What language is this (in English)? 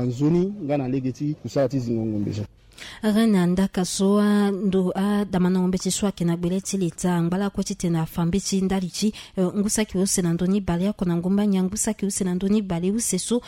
Sango